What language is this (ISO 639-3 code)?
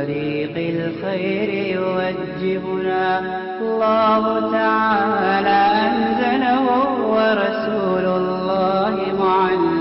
uig